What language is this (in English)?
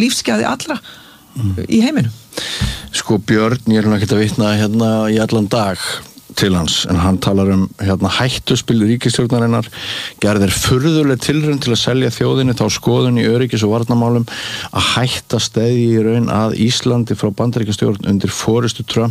Icelandic